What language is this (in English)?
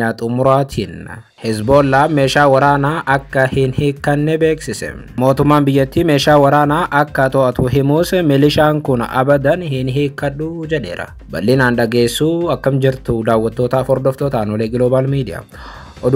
Oromo